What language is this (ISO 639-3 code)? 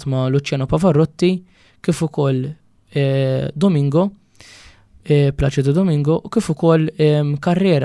mlt